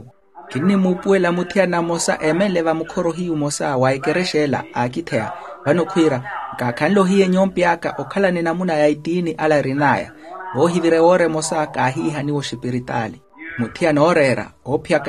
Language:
Makhuwa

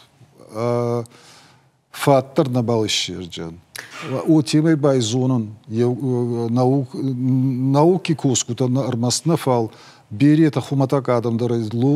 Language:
Ossetic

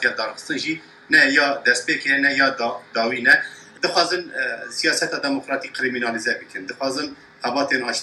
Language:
Kurdish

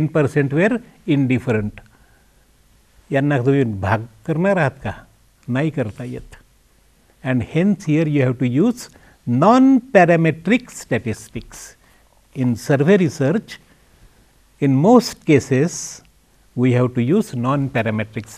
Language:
Marathi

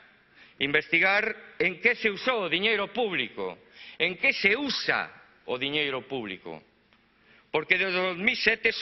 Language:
Galician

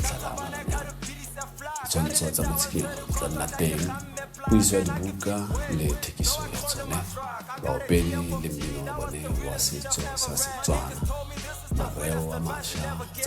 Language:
Tswana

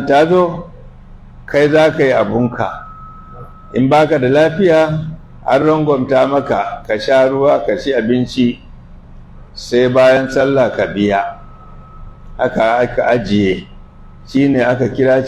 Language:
Hausa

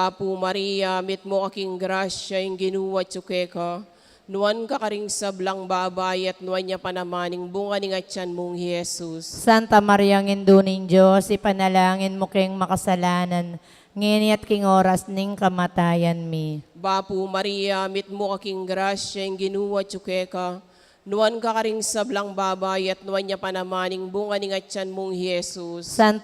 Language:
Pampanga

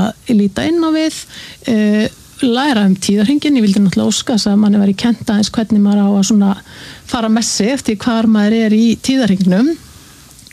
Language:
Icelandic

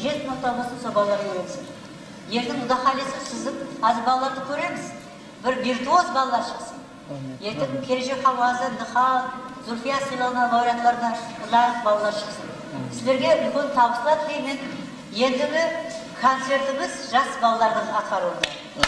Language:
Kara-Kalpak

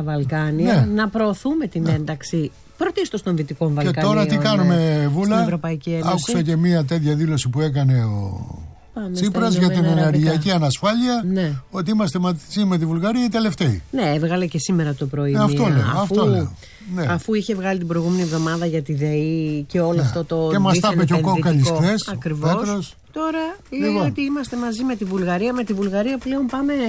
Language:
Greek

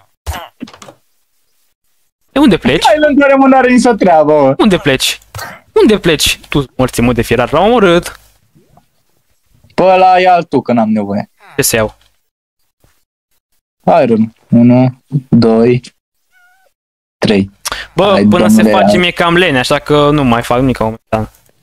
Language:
Romanian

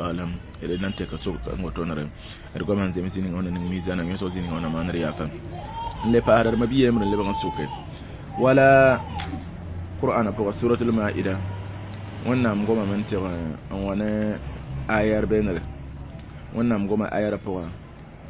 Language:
Mossi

